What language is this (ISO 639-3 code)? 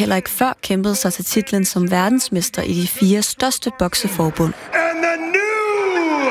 dan